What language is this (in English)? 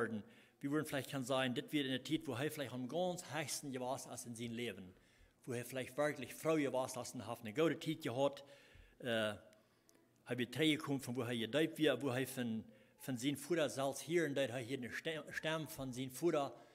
Plautdietsch